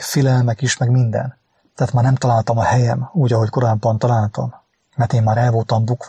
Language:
Hungarian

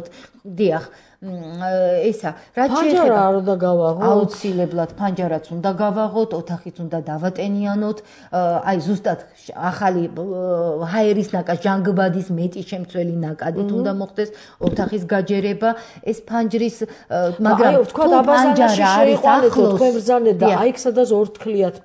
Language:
Georgian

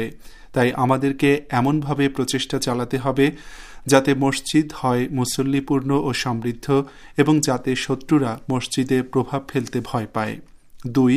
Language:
Bangla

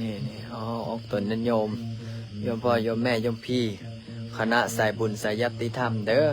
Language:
Lao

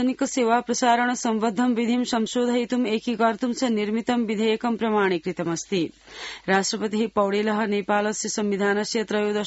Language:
Sanskrit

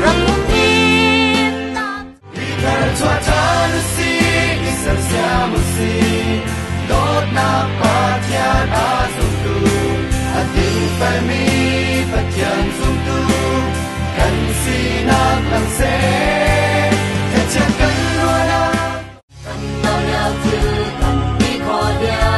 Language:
Hakha Chin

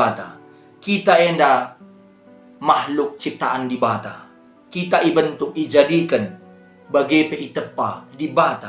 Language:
Batak Karo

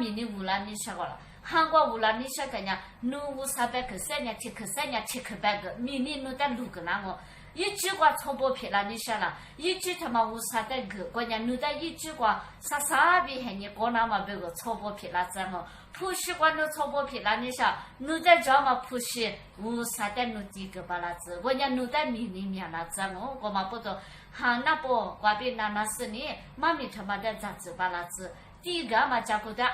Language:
Lisu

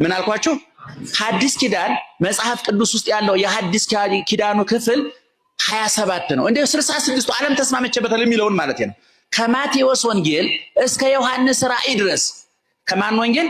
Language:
Amharic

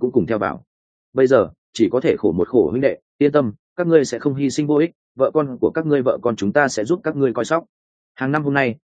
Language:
Vietnamese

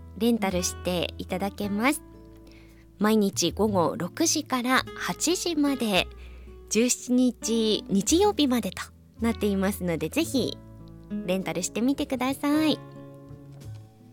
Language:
Japanese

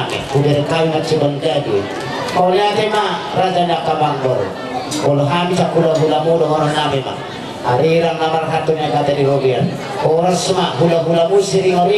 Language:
Batak Toba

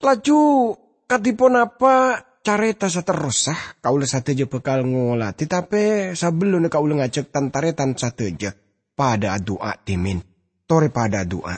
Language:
Madurese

